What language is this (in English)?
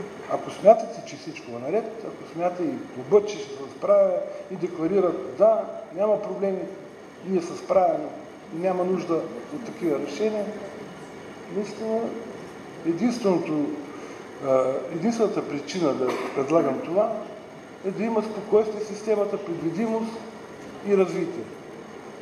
Bulgarian